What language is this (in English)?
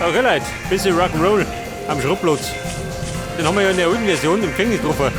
Bavarian